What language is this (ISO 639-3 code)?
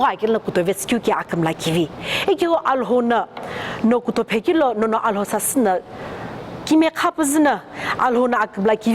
nsm